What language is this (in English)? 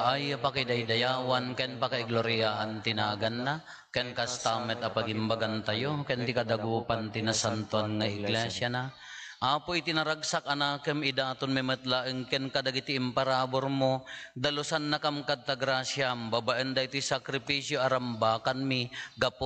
Iloko